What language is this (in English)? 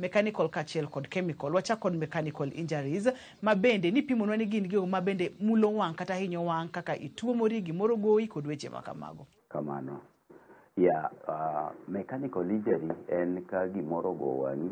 Luo (Kenya and Tanzania)